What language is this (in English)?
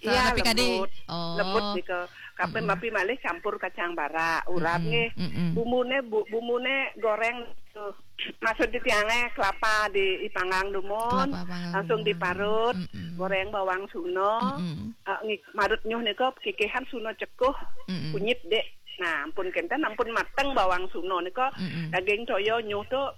Balinese